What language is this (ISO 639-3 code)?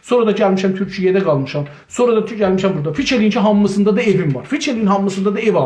azb